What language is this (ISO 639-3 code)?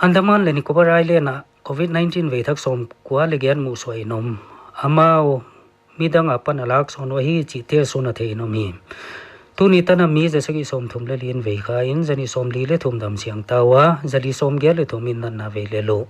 pck